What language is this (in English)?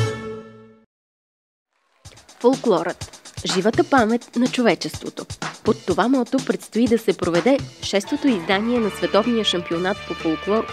Bulgarian